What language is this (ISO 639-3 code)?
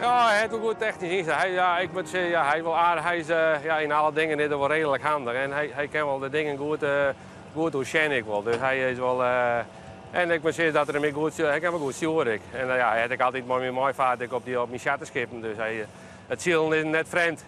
fry